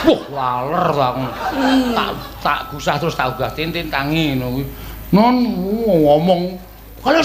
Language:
Javanese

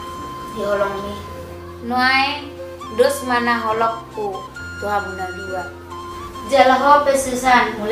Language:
Batak Toba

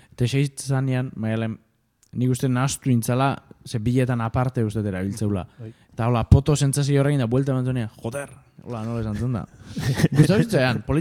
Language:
Basque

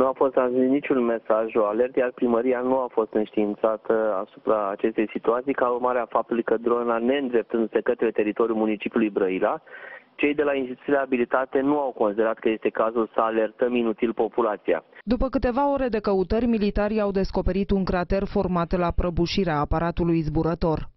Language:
Romanian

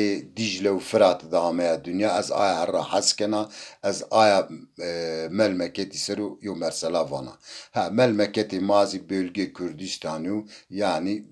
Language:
Zaza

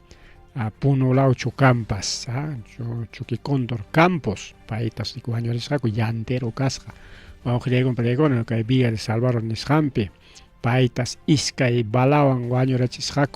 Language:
Ayacucho Quechua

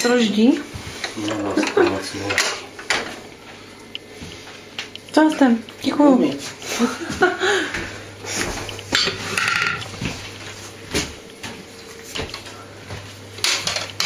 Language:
Czech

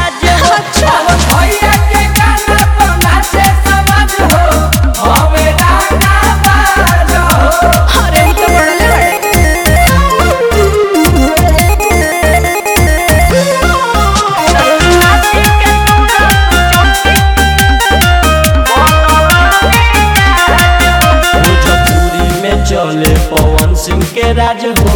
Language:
Bhojpuri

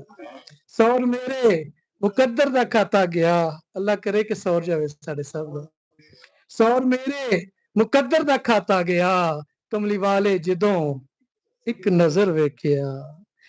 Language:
Western Panjabi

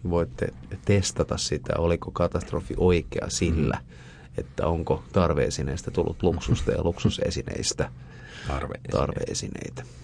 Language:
Finnish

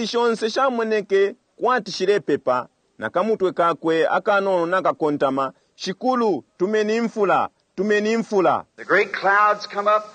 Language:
Bemba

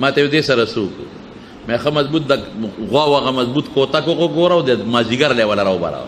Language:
Pashto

